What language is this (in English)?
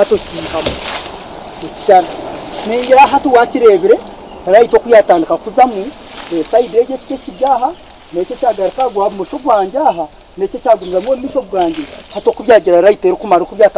Nyankole